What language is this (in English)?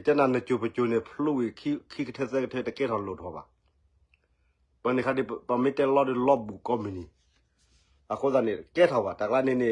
S'gaw Karen